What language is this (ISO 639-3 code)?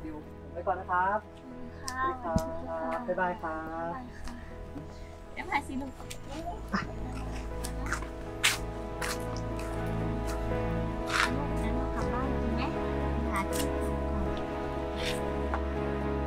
tha